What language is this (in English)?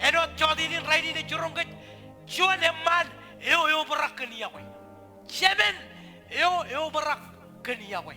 Marshallese